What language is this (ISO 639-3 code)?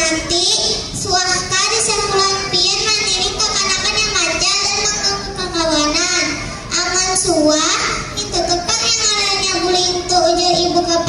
bjn